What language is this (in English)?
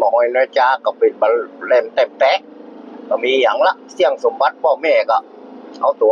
Northern Thai